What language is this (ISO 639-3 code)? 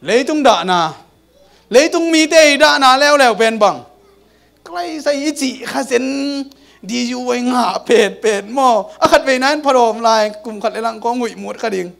ctd